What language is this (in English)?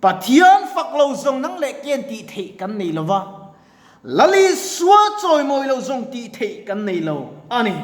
Mizo